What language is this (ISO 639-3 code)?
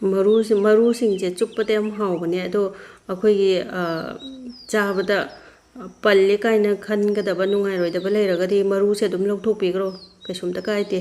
mni